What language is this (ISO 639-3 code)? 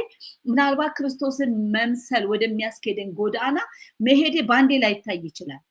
amh